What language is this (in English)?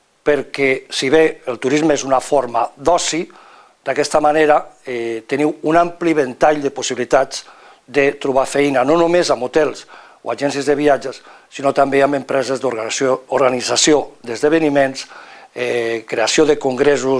Catalan